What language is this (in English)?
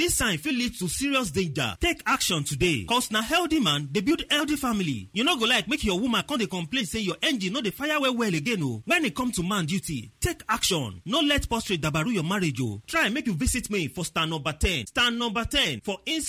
Nigerian Pidgin